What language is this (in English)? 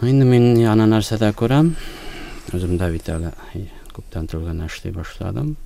Tatar